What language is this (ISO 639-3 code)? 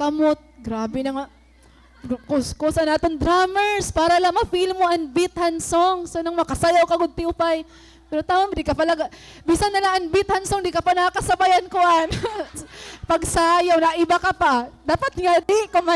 war